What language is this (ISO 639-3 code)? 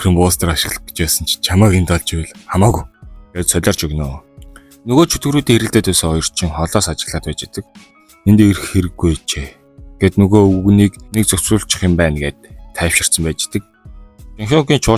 mon